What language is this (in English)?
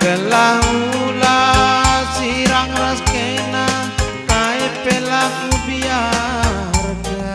Batak Karo